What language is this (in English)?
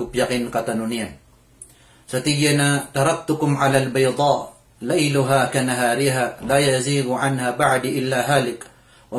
Maranao